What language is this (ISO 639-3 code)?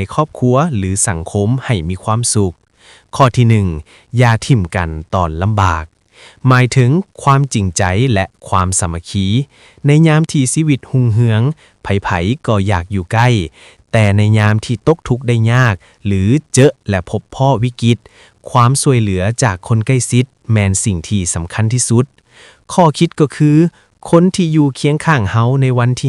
lao